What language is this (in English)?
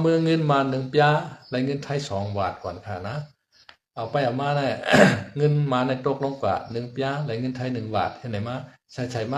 Shan